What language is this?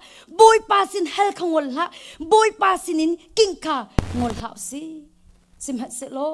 Hakha Chin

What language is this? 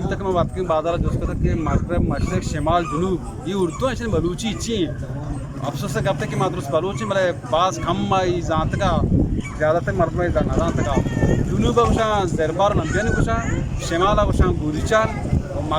Eastern Balochi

